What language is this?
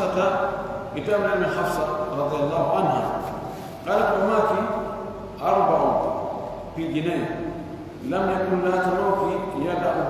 Pular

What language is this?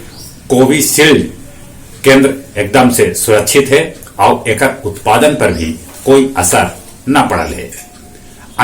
Magahi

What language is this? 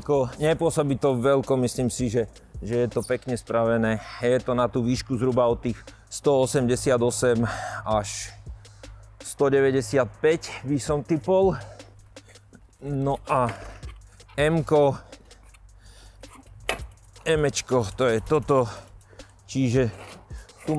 Slovak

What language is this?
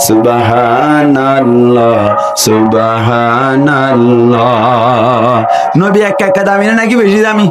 Rohingya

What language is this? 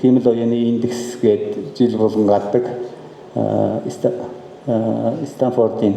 Mongolian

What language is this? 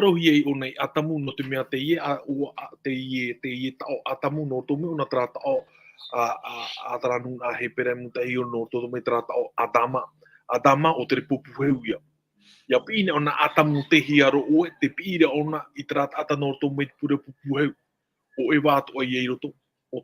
Tahitian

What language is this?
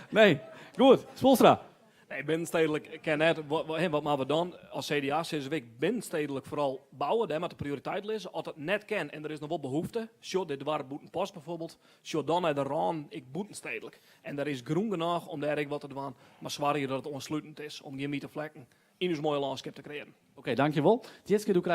Western Frisian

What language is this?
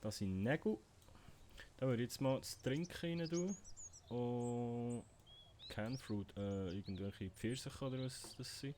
Swiss German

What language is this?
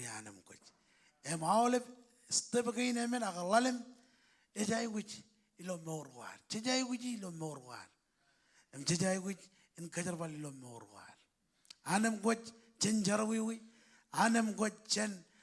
Marshallese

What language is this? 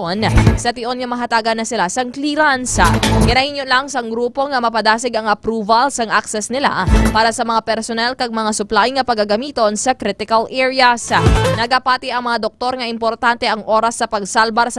Hiligaynon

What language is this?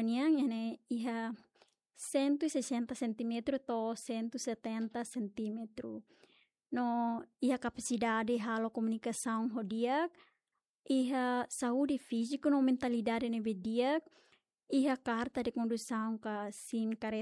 Tetum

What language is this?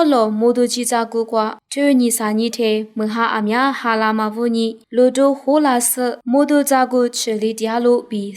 Lisu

